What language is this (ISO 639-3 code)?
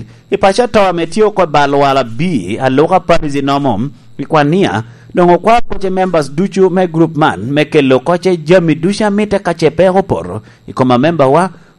laj